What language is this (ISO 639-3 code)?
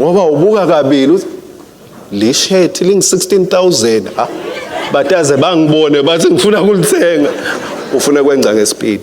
ssw